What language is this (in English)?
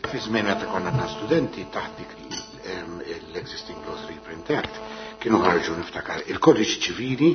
Maltese